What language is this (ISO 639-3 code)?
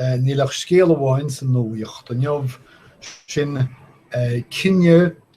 gle